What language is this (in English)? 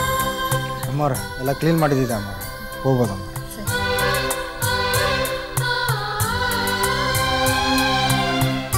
Kannada